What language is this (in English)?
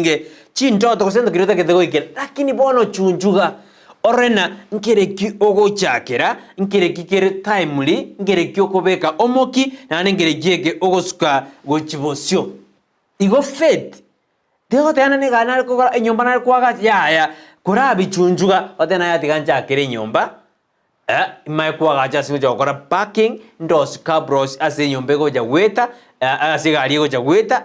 Gusii